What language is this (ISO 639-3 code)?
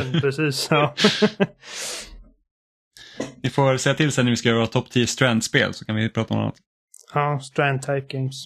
swe